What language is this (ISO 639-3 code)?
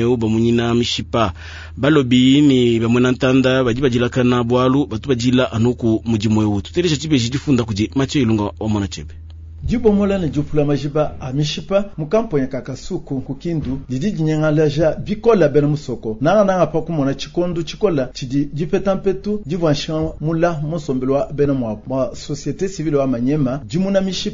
lua